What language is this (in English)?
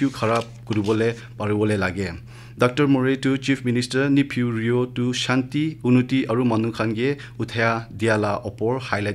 Naga Pidgin